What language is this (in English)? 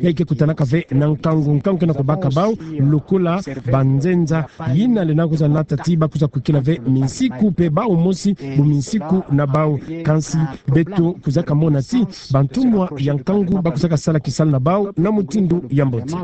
Kituba (Democratic Republic of Congo)